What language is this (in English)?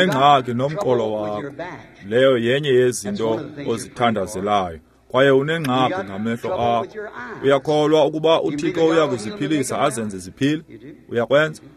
Xhosa